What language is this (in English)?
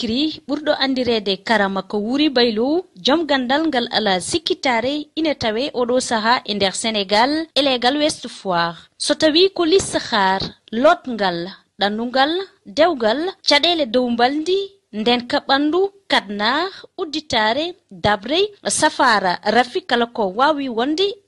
Fula